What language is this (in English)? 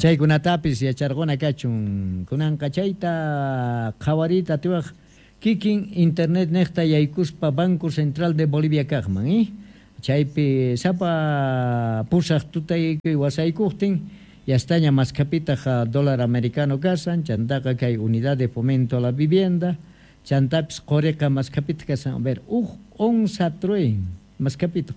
Quechua